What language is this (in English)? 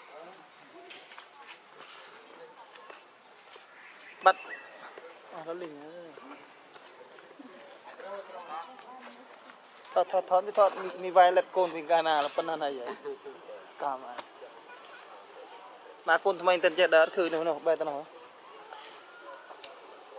Vietnamese